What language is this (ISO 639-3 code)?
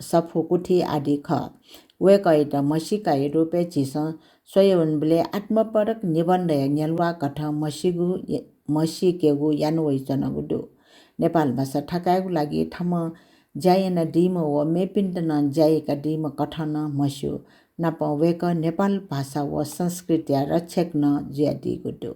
new